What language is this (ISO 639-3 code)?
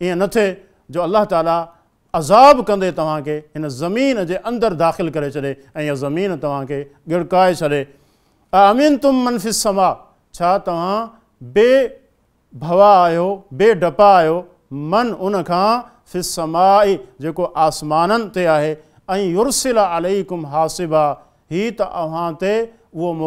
snd